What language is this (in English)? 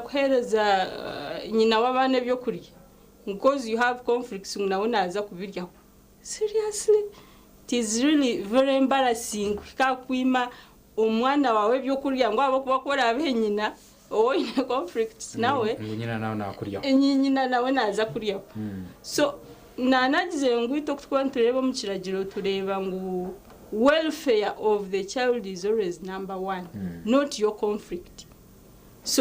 Nyankole